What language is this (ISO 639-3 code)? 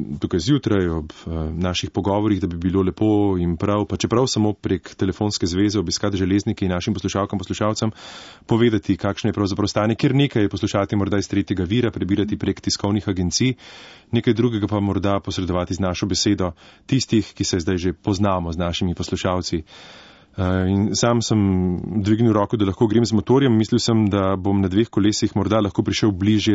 slv